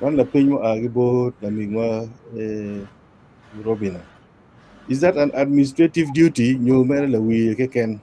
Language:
Acoli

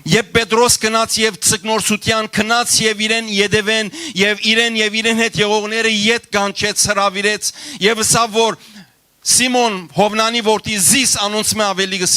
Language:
Western Armenian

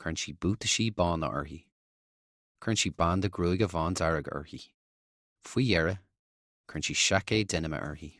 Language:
Irish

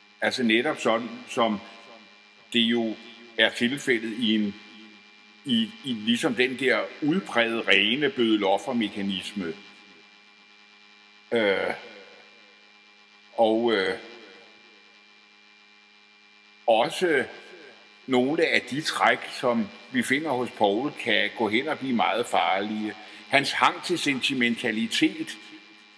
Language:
Danish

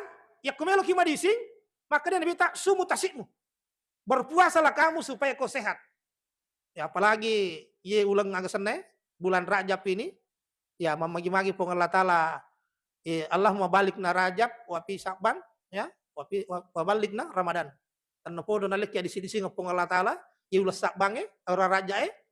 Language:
Buginese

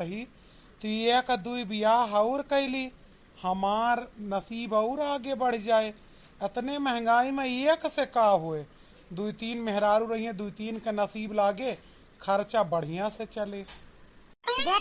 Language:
Awadhi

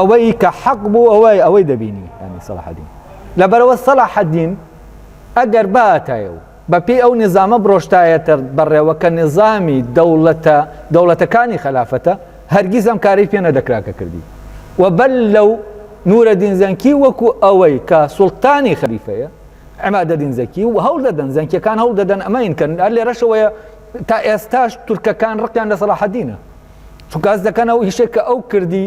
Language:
Central Kurdish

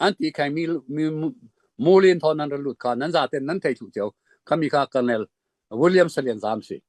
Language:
Falam Chin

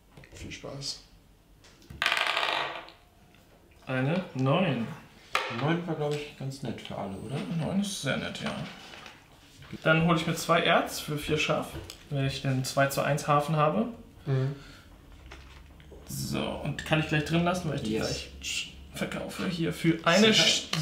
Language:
German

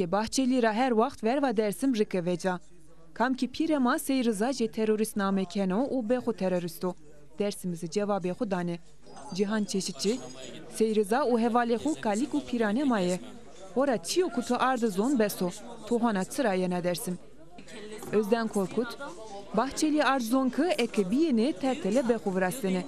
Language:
Zaza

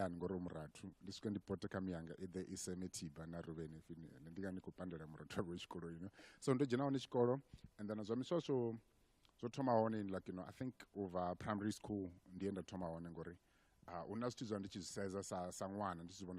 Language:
Venda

